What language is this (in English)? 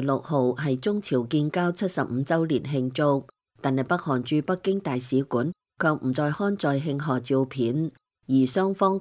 Cantonese